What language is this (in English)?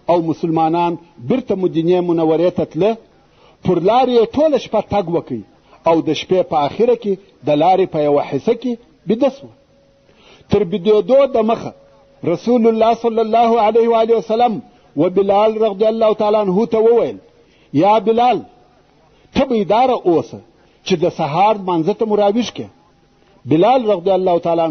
Pashto